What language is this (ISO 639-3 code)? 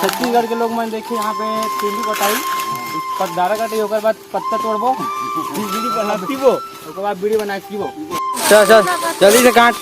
hne